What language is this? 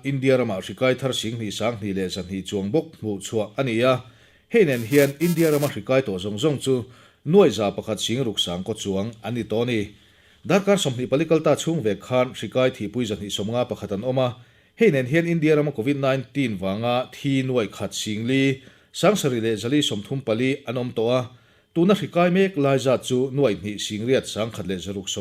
Mizo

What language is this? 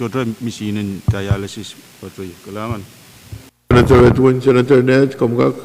Pohnpeian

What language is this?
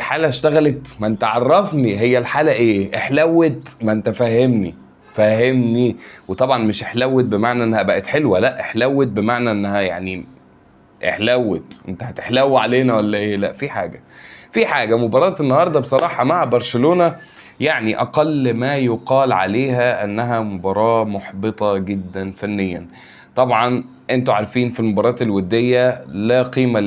Egyptian Arabic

